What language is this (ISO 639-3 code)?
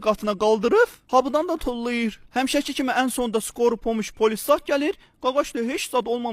aze